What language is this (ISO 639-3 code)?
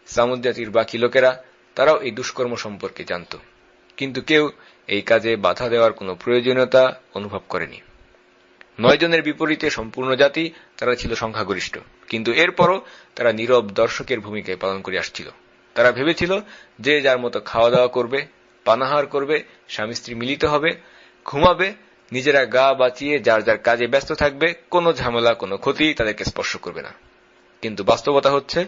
ben